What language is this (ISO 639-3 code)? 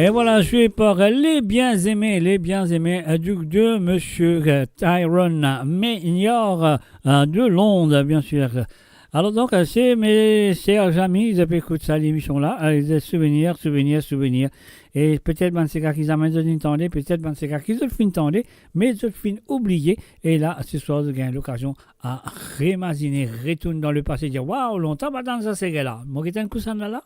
mfe